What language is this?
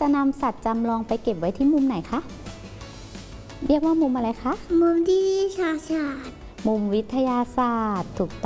Thai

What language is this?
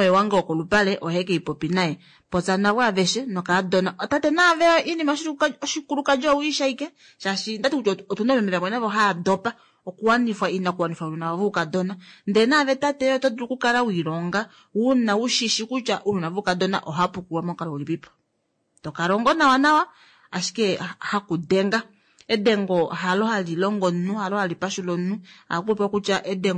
Kuanyama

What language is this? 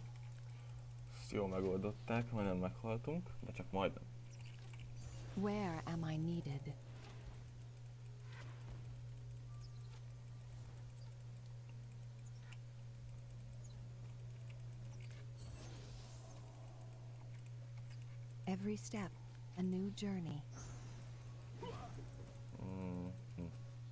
Hungarian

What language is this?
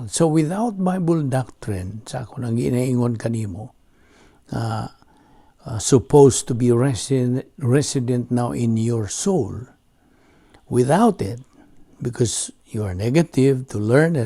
Cebuano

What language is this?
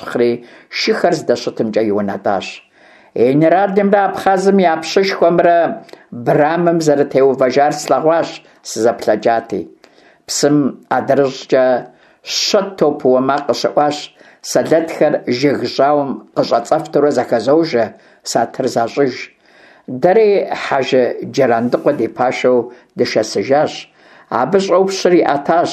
Kabardian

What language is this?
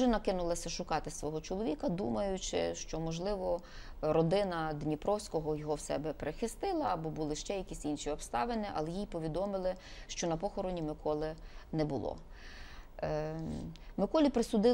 Ukrainian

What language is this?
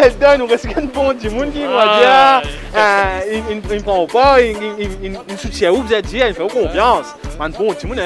Morisyen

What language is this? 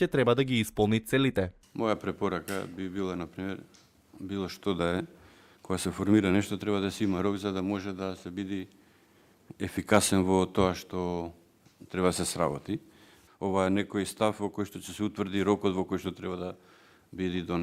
Macedonian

